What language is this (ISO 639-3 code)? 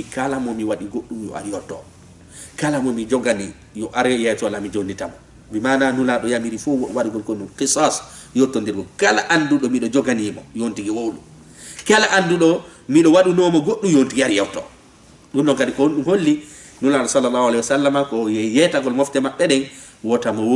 ful